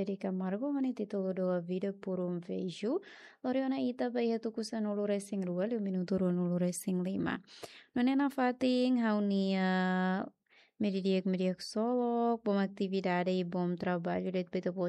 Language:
Tetum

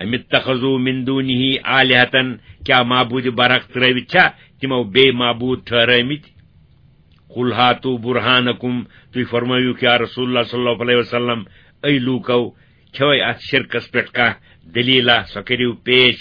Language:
Kashmiri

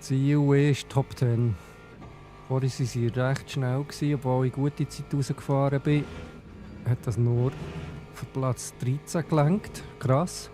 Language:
Swiss German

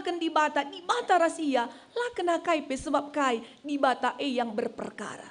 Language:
Batak Karo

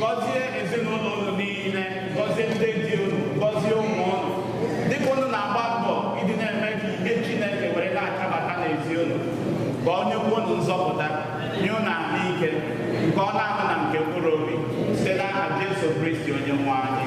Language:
Igbo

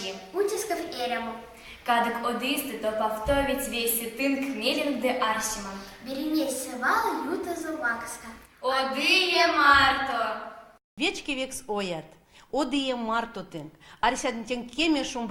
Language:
Erzya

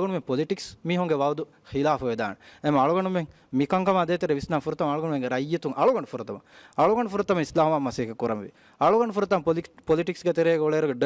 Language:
Divehi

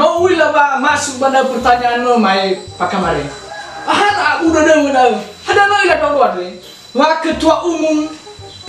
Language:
Nias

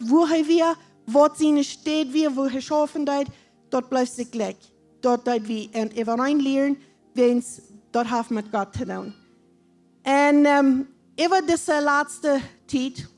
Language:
Plautdietsch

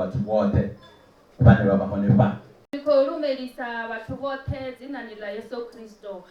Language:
Venda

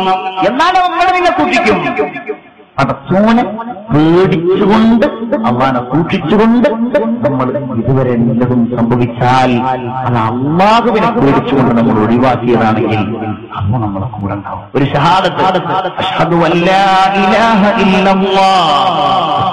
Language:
Malayalam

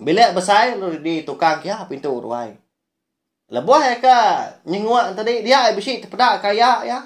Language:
Iban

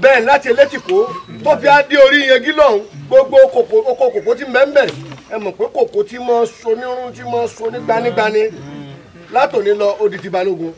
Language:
Yoruba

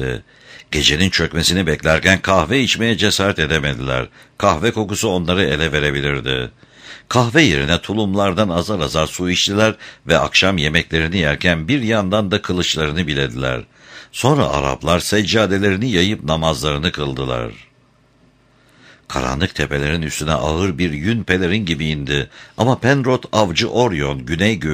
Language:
Turkish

